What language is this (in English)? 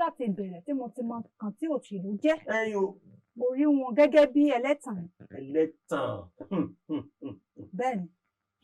Yoruba